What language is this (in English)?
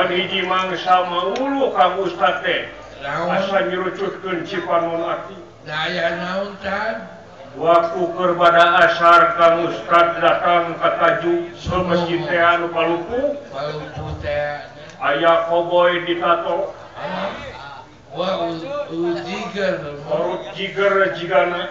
Sundanese